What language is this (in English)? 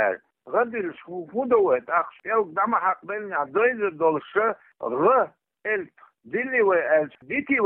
Chechen